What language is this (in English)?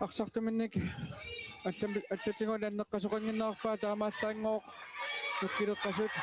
Kalaallisut